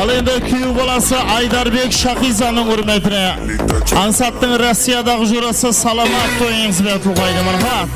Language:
Kara-Kalpak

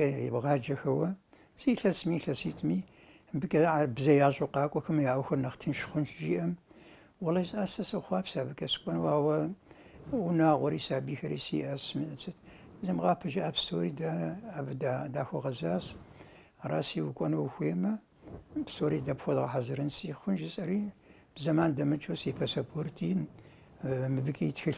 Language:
Kabardian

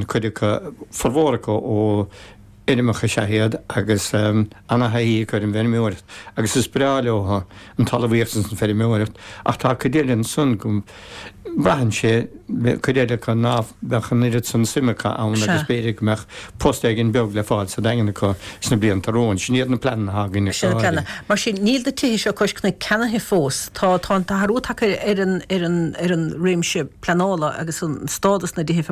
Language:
Irish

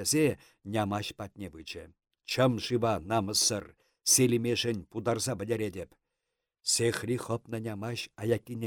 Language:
Chuvash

